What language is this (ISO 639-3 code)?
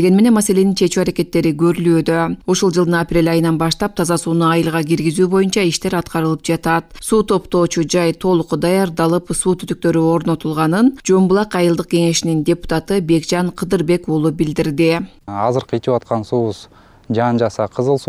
kir